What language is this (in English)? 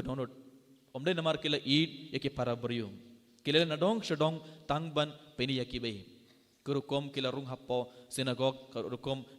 Khasi